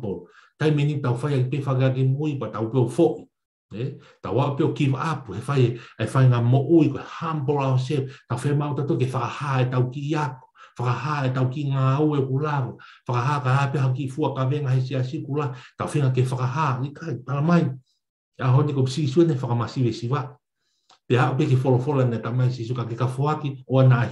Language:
Tongan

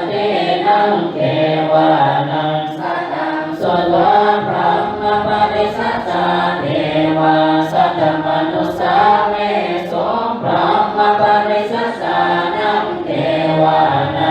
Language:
Pali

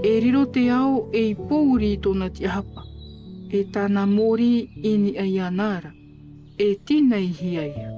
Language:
Tahitian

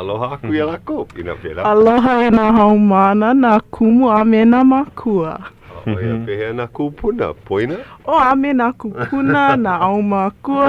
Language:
Hawaiian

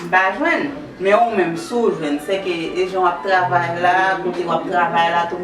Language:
Haitian Creole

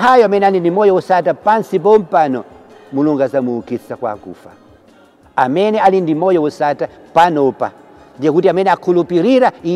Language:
Nyanja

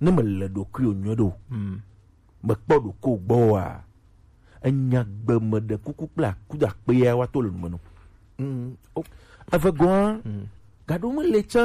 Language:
Gen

